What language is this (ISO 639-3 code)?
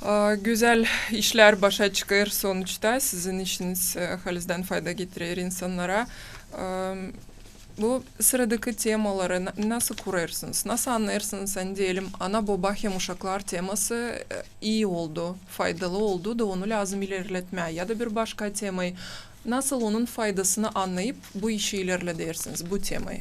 gag